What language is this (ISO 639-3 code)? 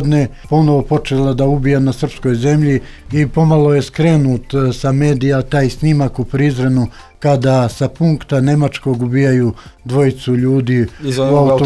srp